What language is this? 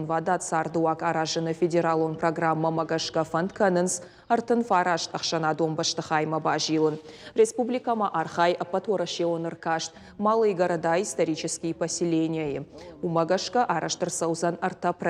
Ossetic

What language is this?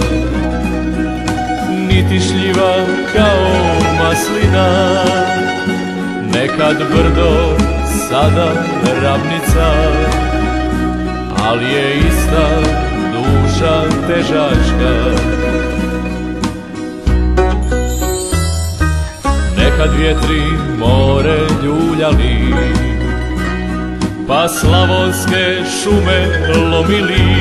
Croatian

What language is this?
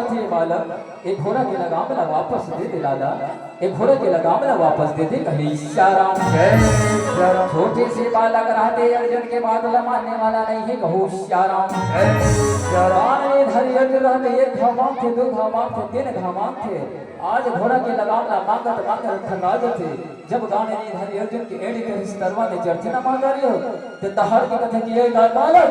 Chhattisgarhi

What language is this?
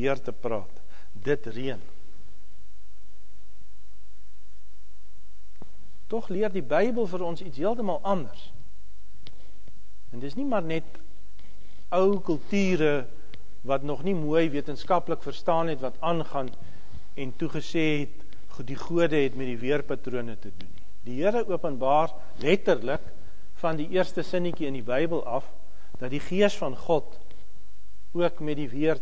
Afrikaans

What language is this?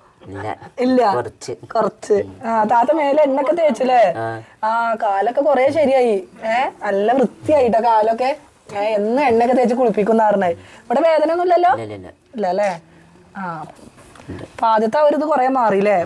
Malayalam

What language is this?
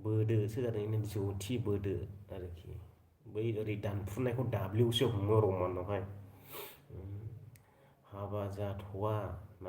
Bodo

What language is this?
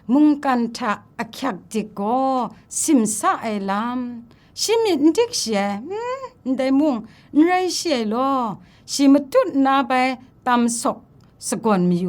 Kachin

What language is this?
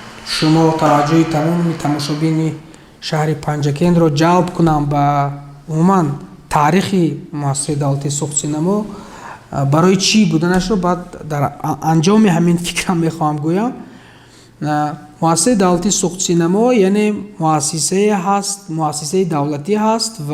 Tajik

